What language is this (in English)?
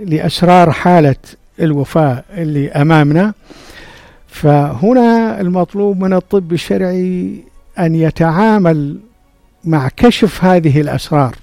North Levantine Arabic